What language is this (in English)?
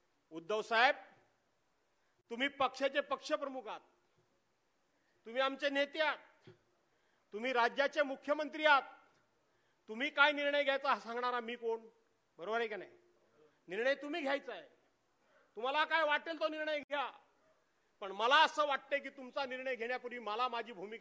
Marathi